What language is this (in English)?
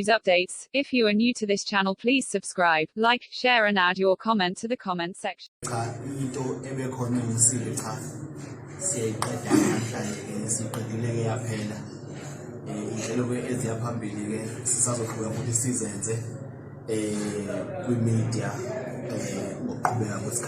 Zulu